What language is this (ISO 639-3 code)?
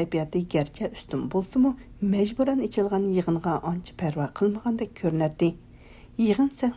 uig